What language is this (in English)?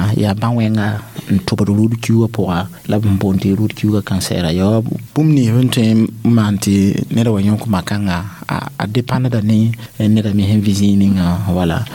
Mossi